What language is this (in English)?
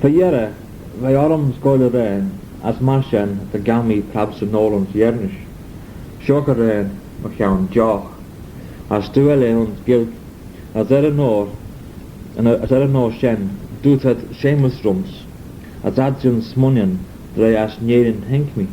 Manx